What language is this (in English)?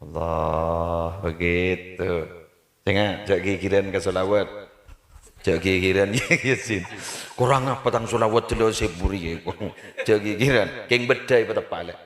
Madurese